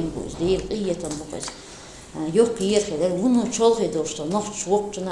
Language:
Chechen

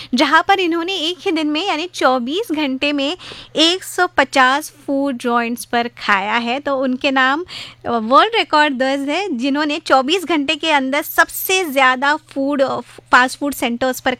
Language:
Hindi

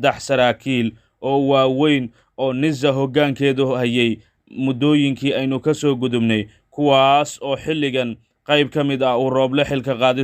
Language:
Somali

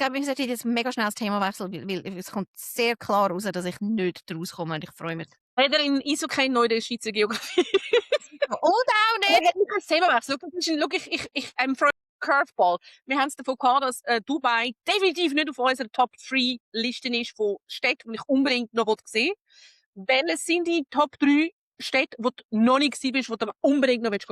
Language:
Swiss German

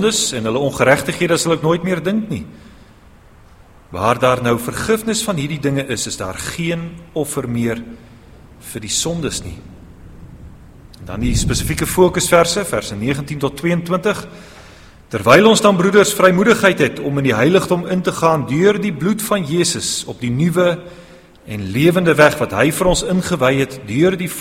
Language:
Afrikaans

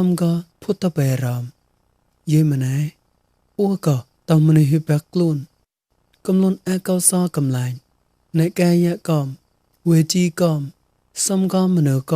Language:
Mon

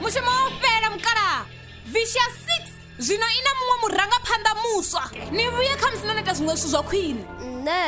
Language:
Venda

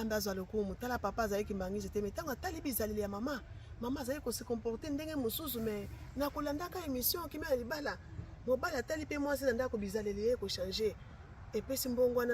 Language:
Lingala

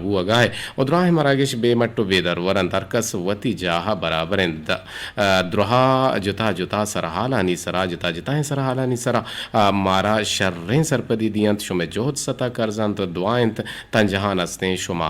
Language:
Eastern Balochi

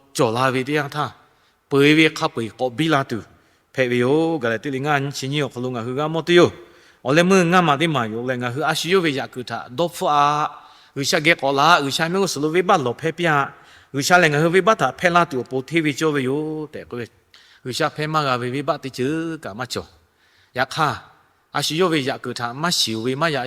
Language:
Lahu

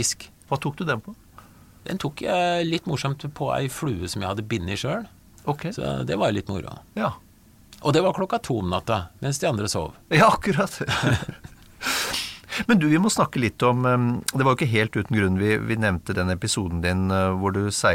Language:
Norwegian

